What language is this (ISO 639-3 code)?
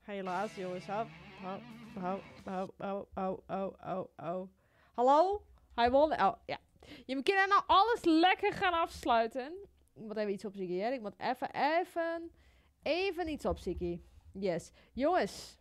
fry